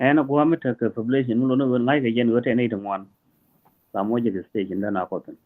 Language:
Nuer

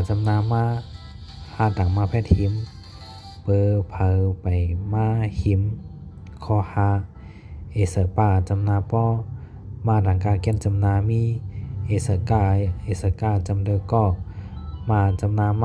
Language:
Shan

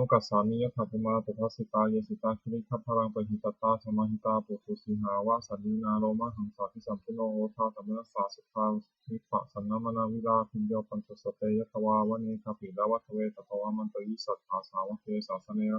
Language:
Pali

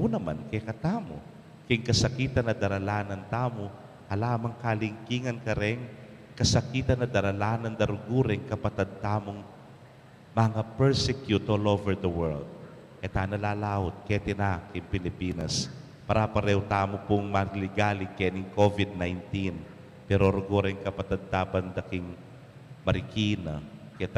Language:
Pampanga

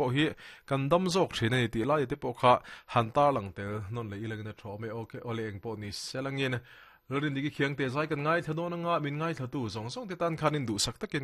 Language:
Mizo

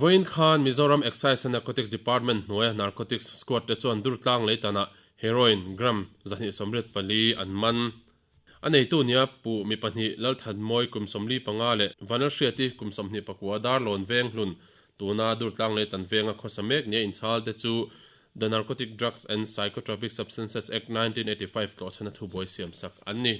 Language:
Mizo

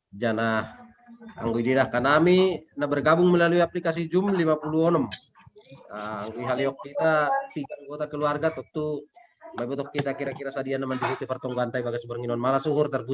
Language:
Batak Simalungun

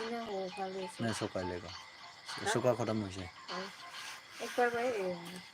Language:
Naga Pidgin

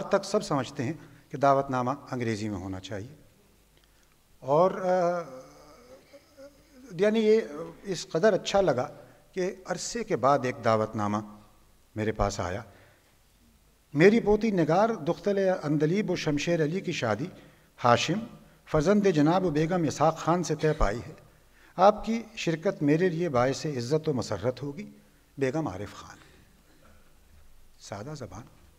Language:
Urdu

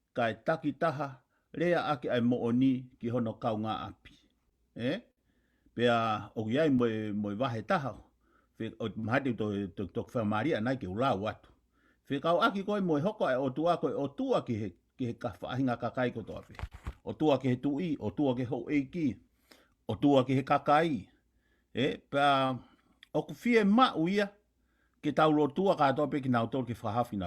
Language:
Tongan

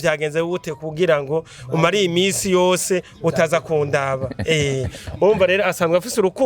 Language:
Rundi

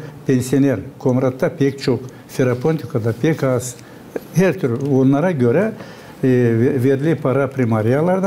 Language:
Gagauz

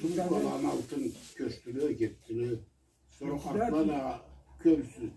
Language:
Karachay-Balkar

